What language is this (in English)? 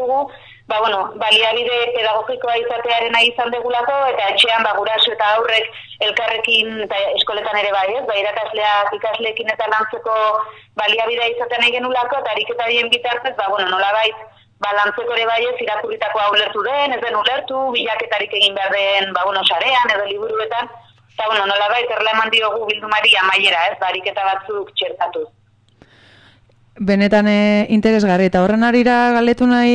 Basque